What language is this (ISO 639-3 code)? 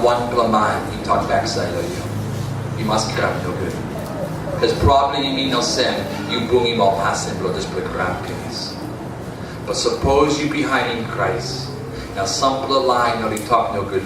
tpi